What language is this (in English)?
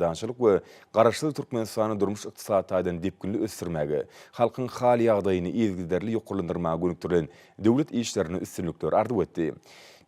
Turkmen